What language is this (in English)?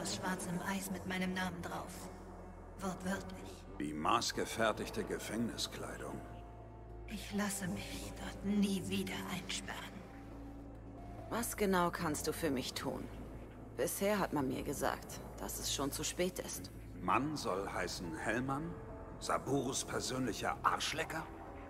German